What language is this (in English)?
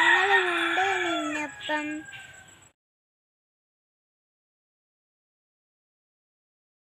Malayalam